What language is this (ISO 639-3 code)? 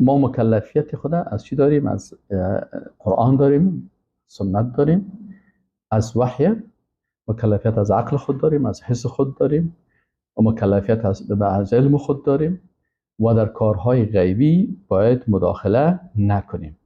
fas